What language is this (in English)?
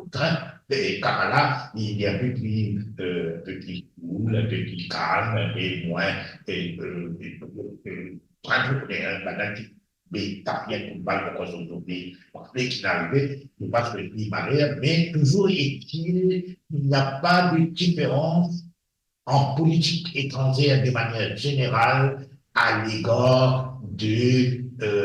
Morisyen